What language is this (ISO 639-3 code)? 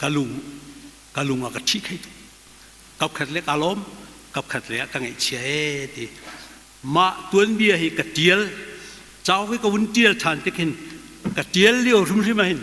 cnh